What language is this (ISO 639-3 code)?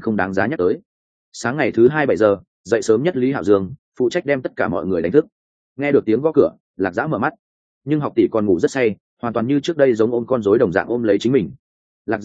vie